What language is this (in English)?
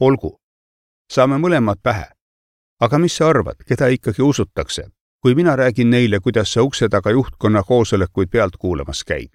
Estonian